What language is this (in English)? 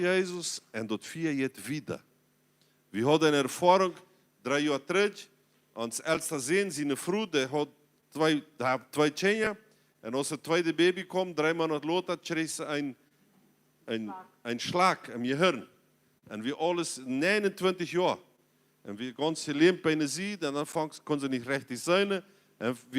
Plautdietsch